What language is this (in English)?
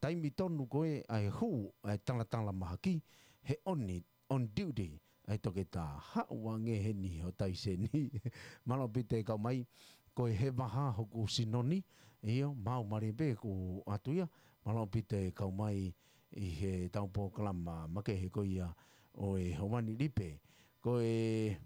Tongan